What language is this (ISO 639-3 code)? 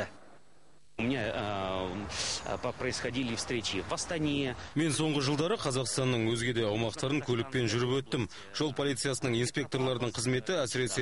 kaz